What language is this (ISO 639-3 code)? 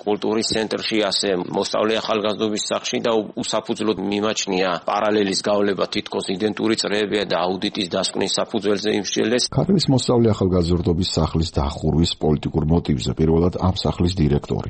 kat